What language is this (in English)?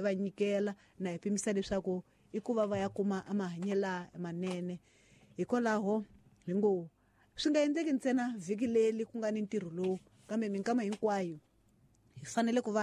Tsonga